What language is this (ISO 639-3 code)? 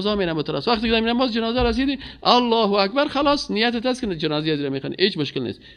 fas